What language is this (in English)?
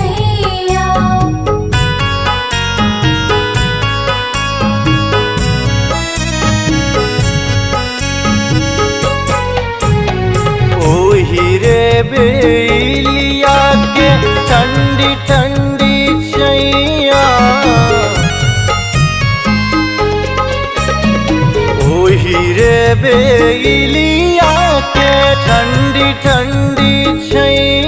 Bhojpuri